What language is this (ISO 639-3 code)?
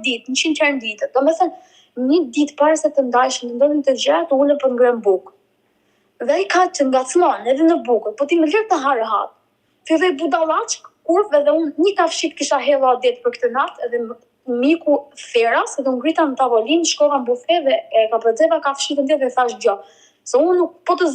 sqi